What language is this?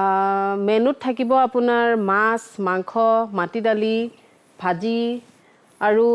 Assamese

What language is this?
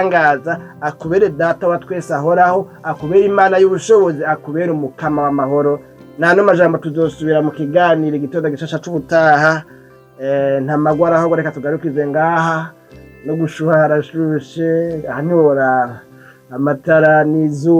Rundi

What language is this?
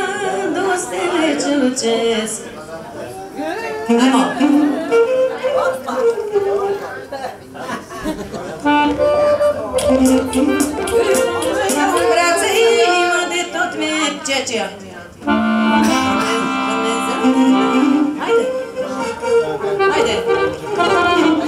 Romanian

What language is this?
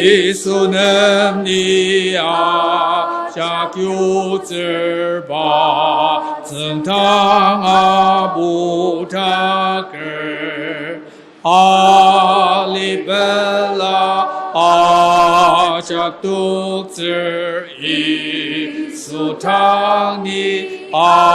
Ao Naga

